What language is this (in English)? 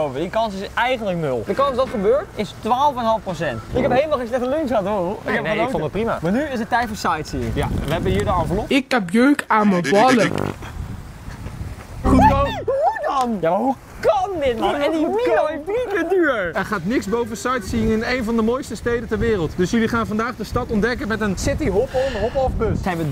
Dutch